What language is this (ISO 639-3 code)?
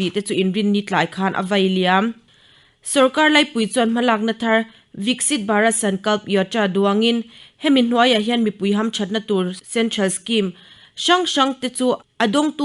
lus